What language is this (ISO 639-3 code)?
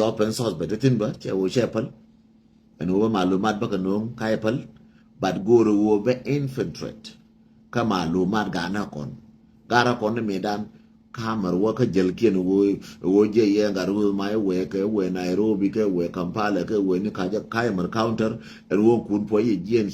nus